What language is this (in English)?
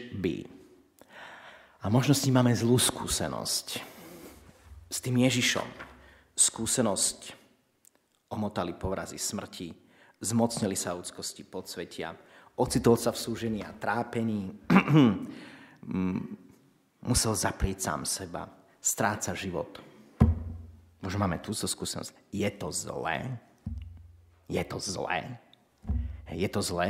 Slovak